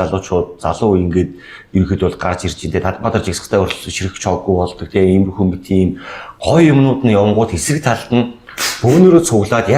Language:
Mongolian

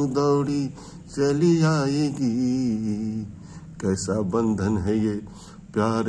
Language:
Hindi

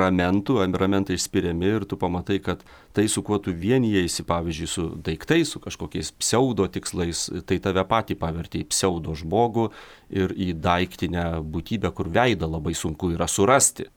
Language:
Lithuanian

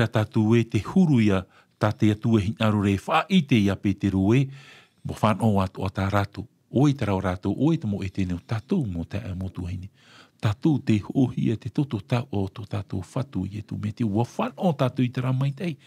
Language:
Tahitian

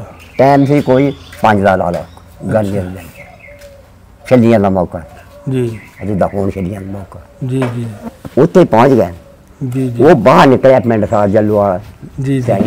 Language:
Punjabi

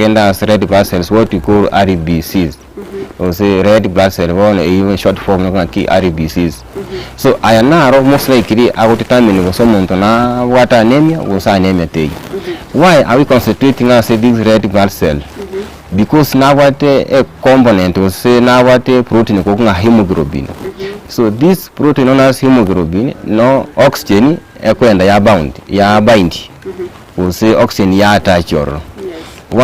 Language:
Gusii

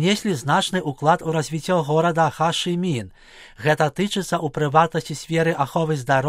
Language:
Belarusian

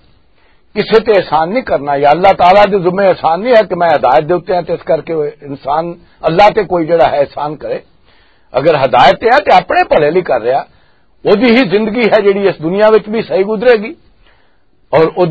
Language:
Western Panjabi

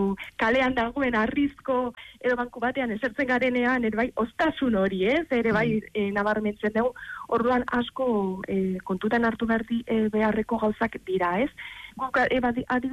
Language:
Basque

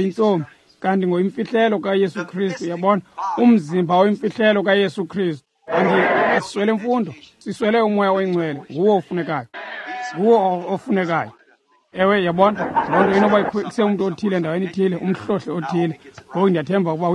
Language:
Xhosa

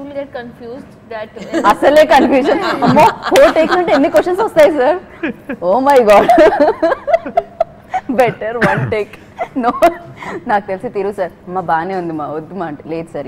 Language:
Telugu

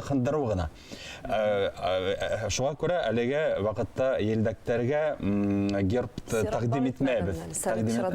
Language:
Bashkir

